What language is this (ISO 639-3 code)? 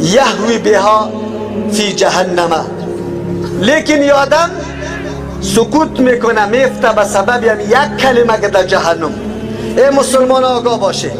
fas